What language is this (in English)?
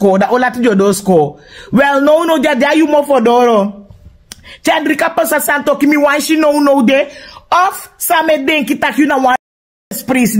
Sranan Tongo